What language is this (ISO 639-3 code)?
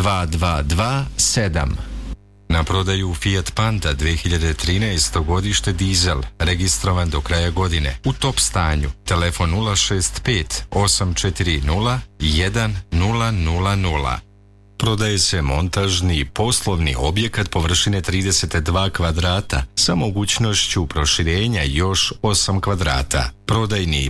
srp